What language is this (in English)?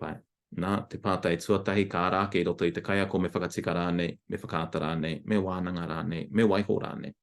Māori